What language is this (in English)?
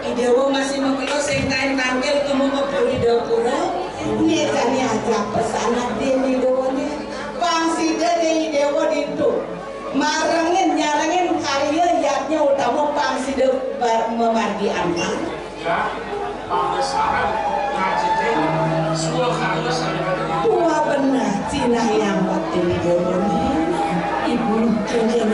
Balinese